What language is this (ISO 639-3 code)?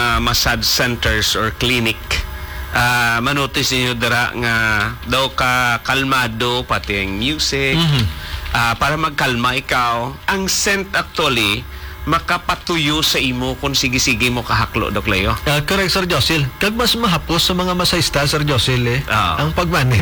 hil